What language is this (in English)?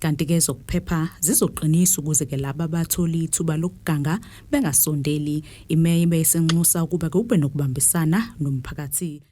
Zulu